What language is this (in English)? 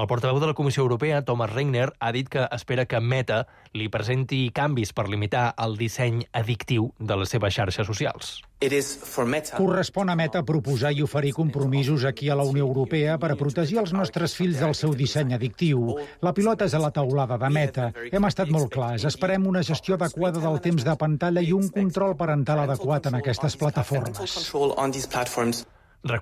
Catalan